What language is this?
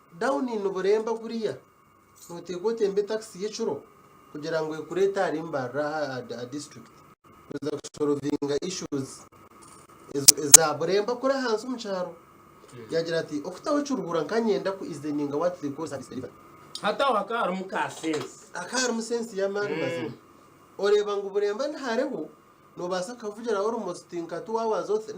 Nyankole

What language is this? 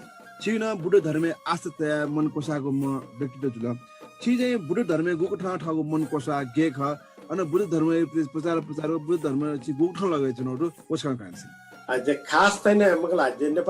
Newari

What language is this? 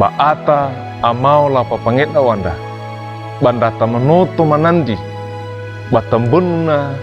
Wejewa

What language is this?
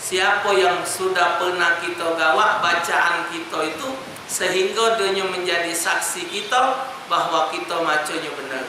Musi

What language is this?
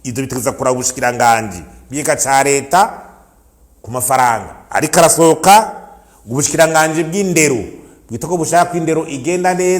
Rundi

